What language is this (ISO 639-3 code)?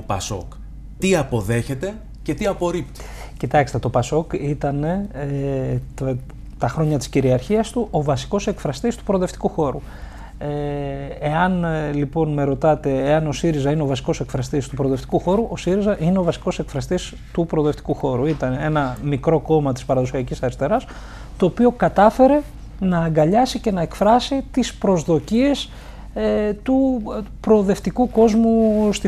ell